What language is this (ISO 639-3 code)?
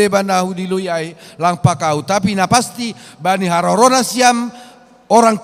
bts